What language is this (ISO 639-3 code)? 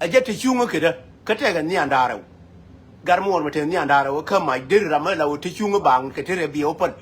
nus